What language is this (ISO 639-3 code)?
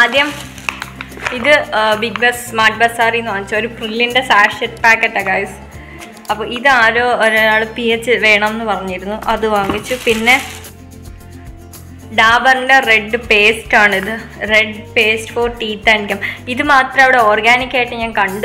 mal